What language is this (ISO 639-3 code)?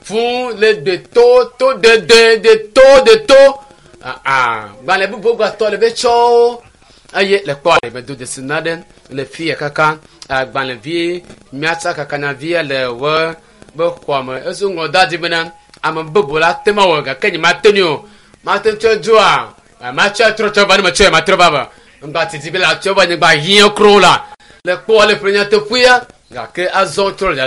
ewe